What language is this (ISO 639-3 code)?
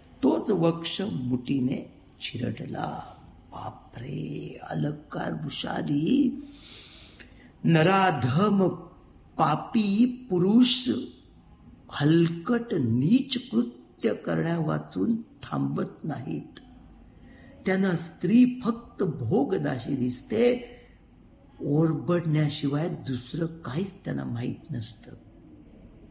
mar